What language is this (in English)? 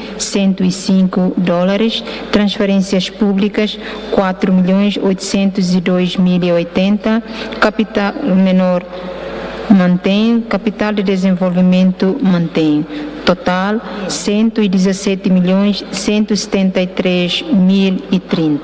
Tetum